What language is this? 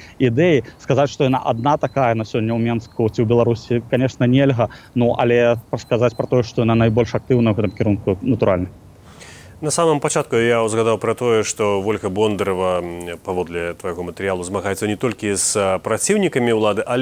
Belarusian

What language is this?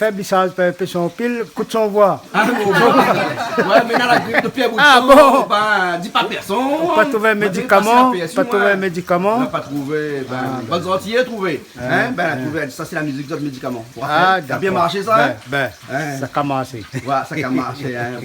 Réunion Creole French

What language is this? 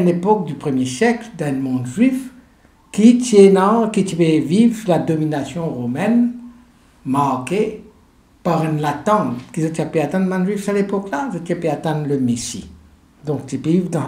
Morisyen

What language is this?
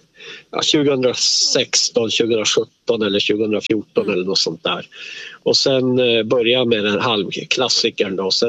Swedish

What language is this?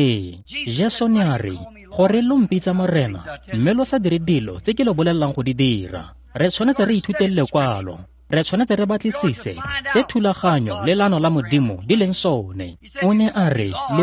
Tswana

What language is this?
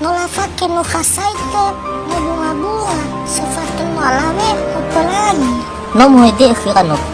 Nias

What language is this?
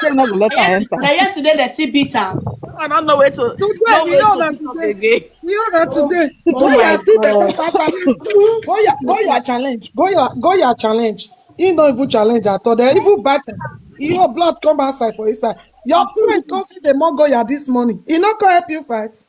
Nigerian Pidgin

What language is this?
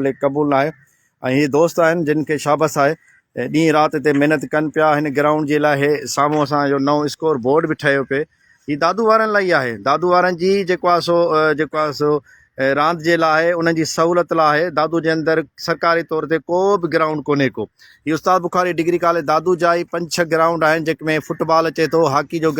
Sindhi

